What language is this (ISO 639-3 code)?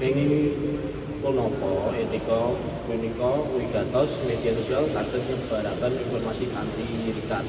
jav